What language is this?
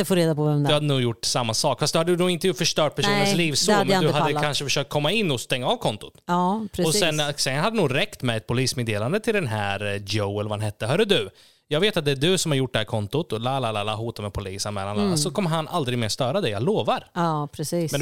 Swedish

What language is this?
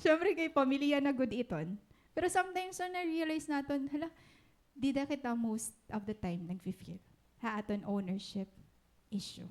Waray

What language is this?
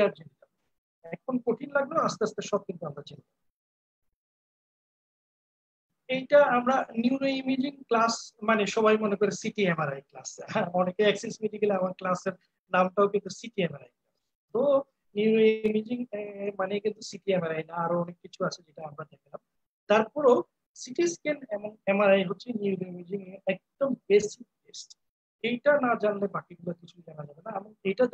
Bangla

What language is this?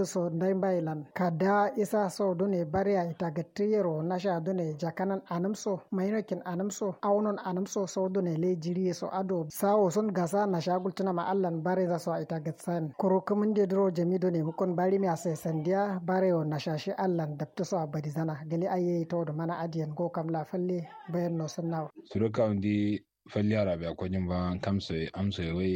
Kanuri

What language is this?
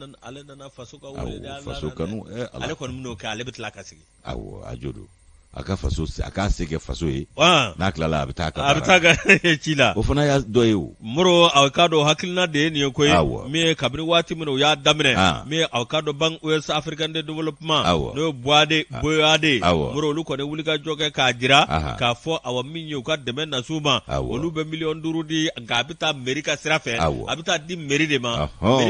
Bambara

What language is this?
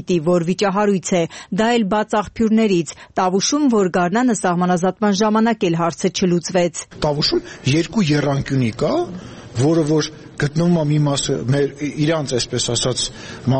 Armenian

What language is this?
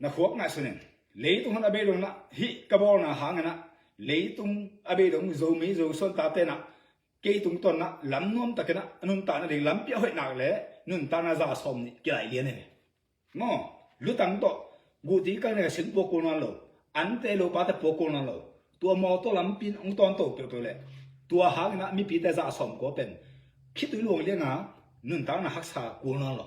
Tedim Chin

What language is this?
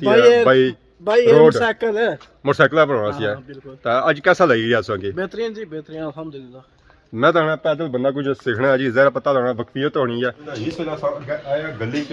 Pahari-Potwari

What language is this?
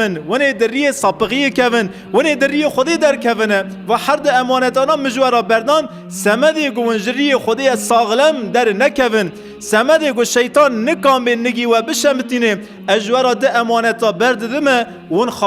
Kurdish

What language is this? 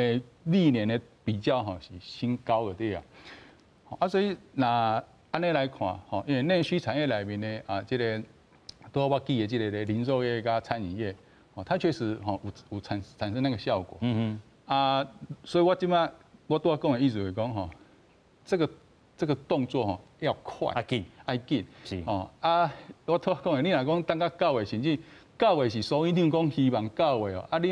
Min Nan Chinese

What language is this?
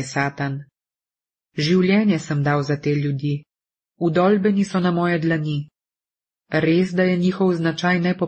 Slovenian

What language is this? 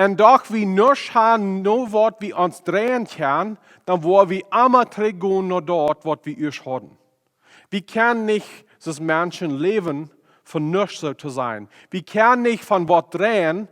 Plautdietsch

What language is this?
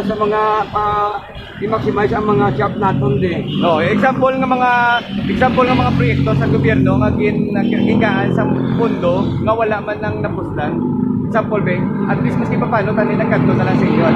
Hiligaynon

